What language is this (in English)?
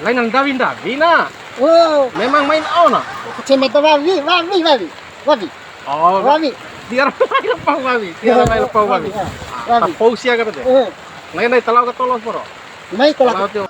Bima